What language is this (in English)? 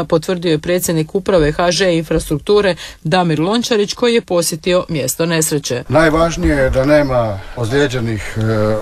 Croatian